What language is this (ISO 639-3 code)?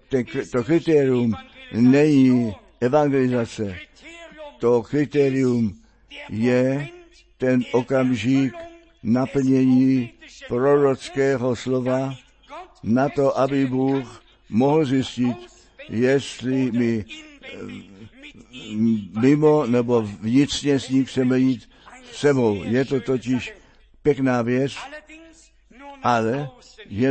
ces